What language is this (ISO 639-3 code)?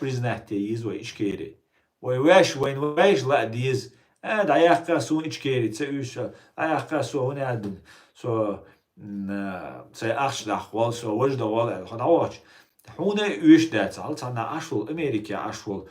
che